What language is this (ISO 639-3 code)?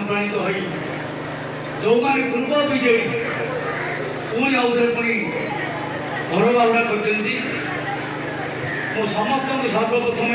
ori